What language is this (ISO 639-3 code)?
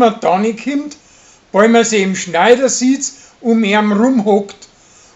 bar